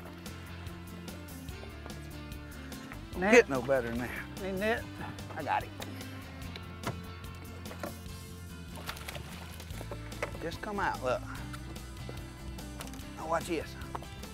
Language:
English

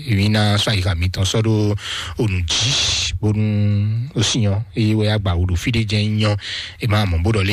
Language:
Fon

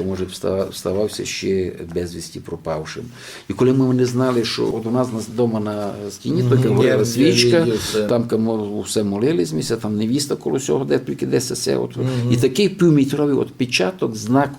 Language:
Rusyn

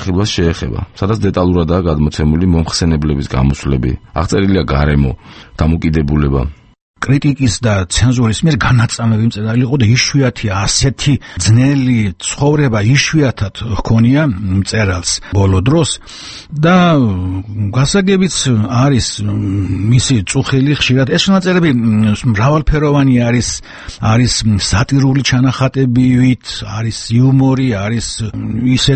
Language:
Georgian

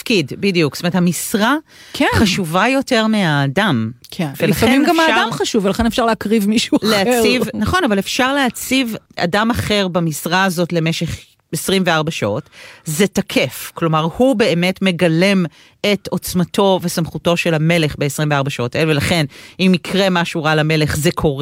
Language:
Hebrew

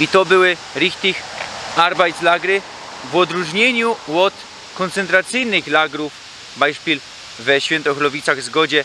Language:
Silesian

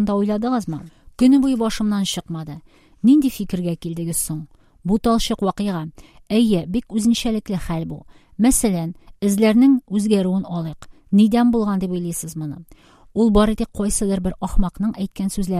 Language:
Tatar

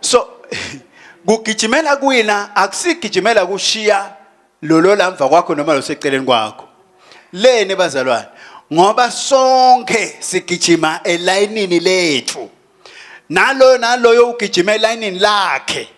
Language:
Swati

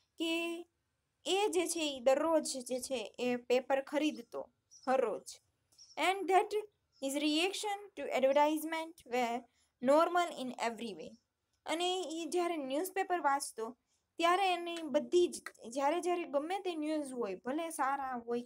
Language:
Gujarati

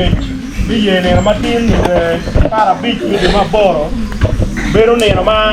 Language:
Acoli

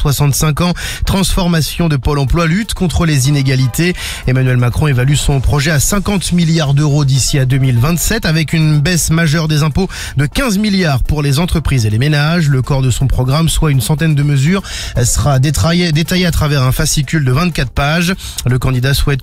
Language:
French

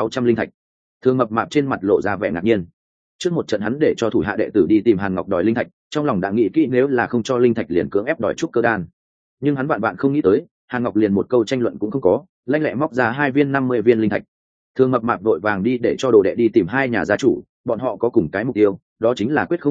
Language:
Vietnamese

